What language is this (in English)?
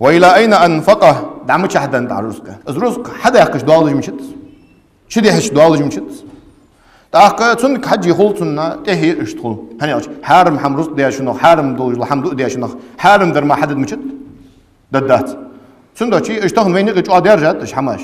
Ingush